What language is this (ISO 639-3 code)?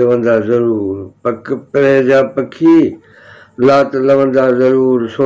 snd